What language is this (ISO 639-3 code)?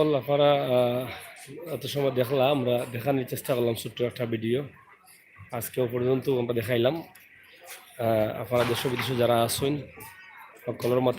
syl